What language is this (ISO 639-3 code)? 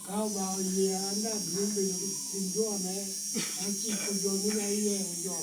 laj